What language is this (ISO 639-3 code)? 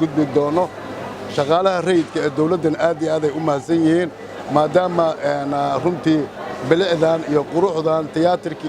som